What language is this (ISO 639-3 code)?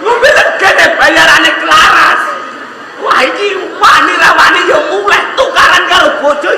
jav